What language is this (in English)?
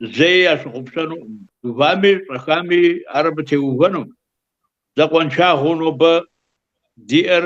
Kabardian